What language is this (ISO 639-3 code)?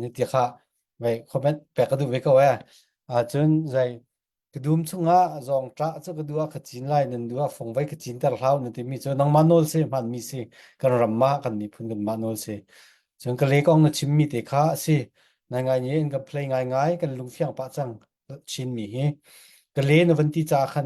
cfm